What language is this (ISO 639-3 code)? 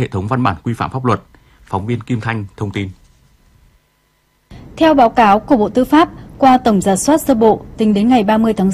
vie